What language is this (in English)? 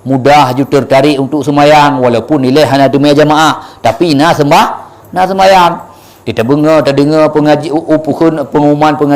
Achinese